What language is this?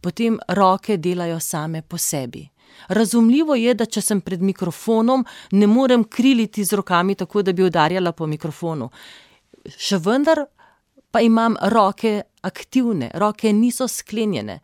Slovenian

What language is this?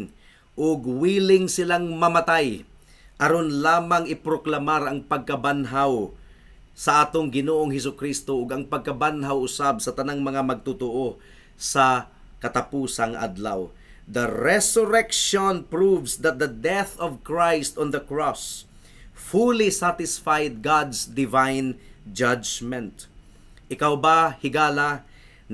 Cebuano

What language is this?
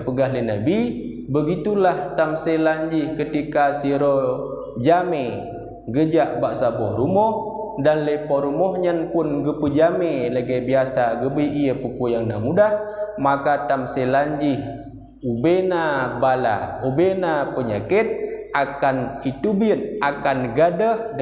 Achinese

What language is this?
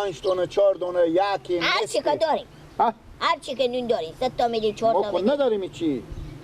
Persian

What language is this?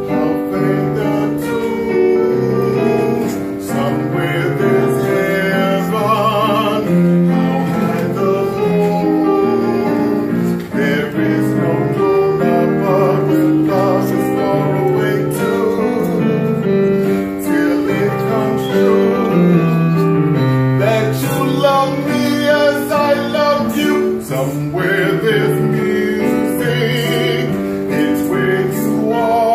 English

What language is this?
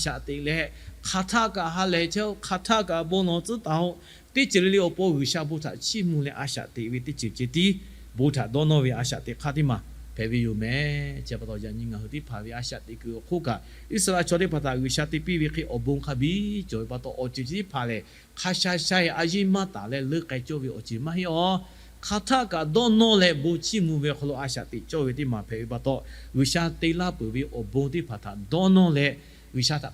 Lahu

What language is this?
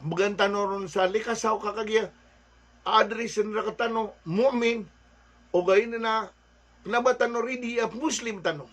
Maranao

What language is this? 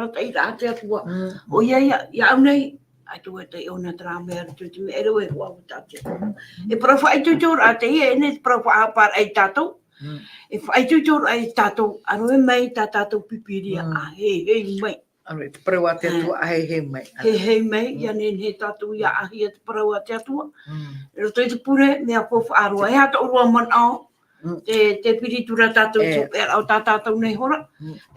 Tahitian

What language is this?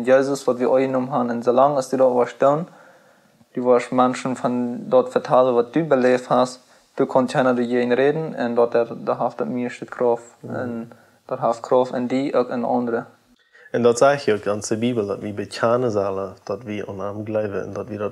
Plautdietsch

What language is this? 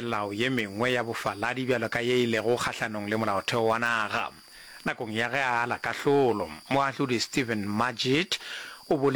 Northern Sotho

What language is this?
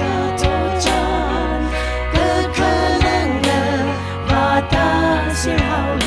Tangkhul Naga (India)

